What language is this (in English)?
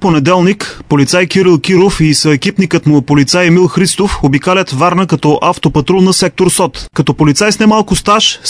Bulgarian